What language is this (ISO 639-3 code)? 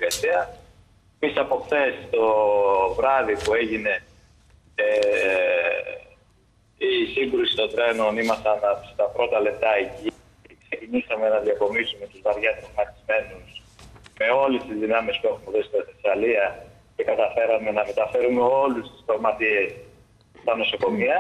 ell